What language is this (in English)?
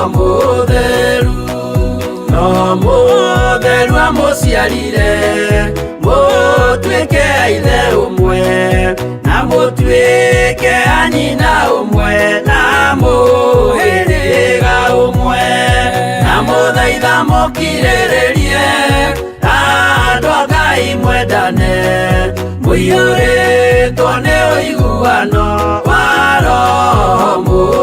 Kikuyu